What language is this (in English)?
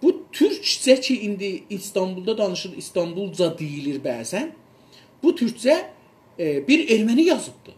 South Azerbaijani